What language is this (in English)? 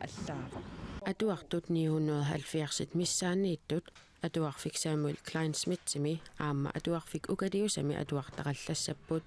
Kalaallisut